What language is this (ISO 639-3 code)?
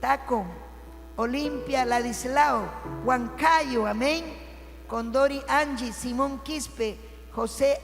quy